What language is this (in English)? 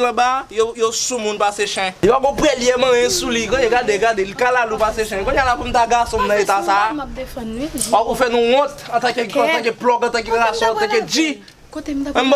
Haitian Creole